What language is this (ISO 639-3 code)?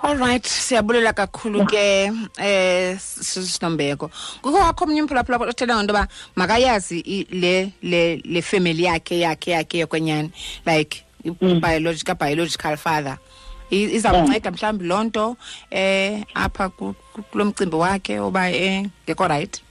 xho